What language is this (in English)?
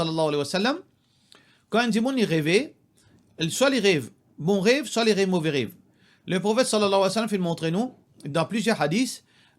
Morisyen